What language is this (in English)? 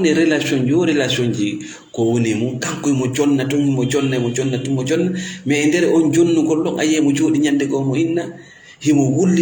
Fula